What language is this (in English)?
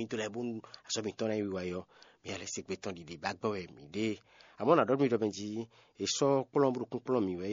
Fon